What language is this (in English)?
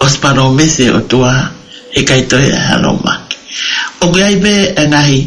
Tongan